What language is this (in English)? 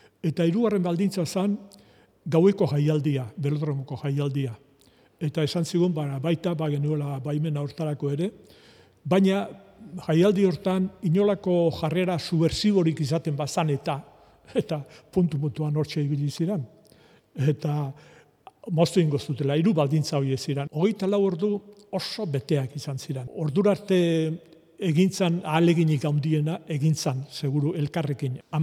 Basque